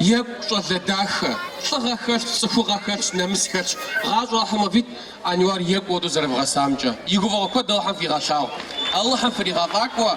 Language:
Kabardian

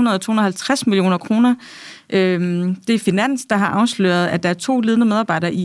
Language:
Danish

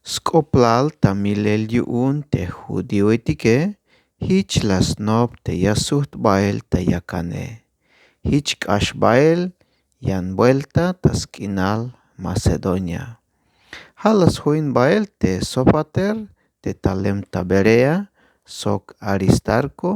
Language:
Tzeltal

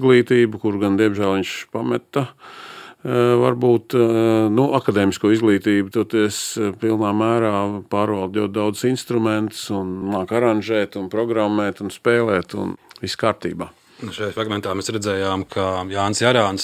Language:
Latvian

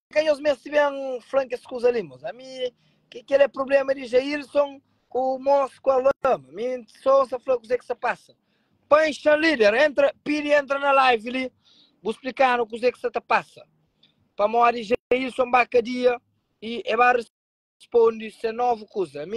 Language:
Kabuverdianu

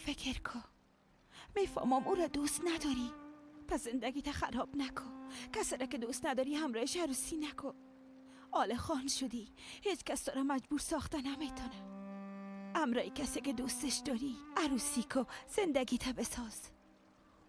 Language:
Persian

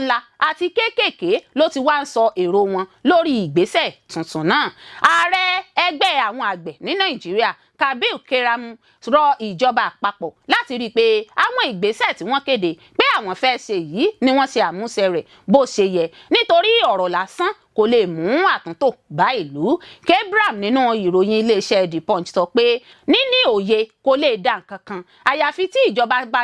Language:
Yoruba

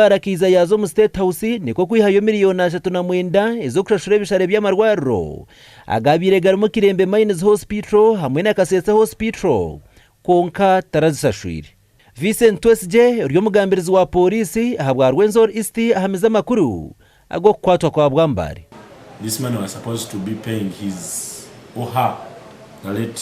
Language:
Nyankole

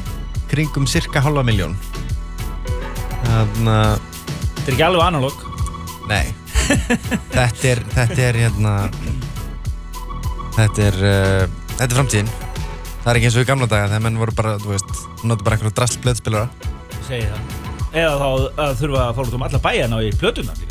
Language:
Icelandic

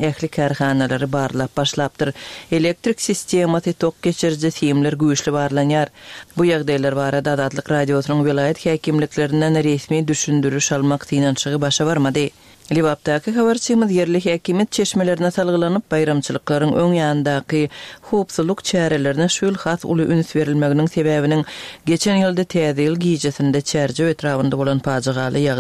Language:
Turkmen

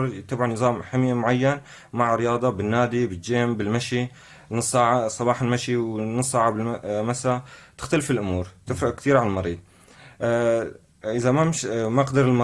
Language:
North Levantine Arabic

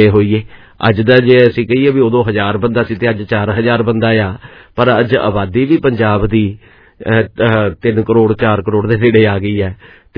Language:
Punjabi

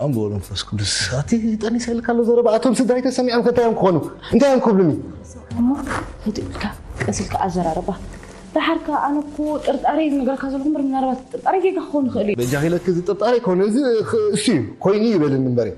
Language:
Tigrinya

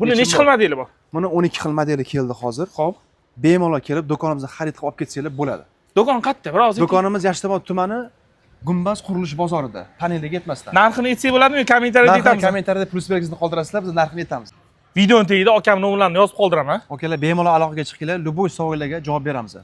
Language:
Uzbek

